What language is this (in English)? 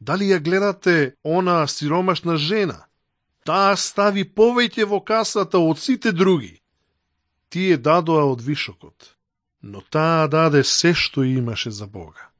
Macedonian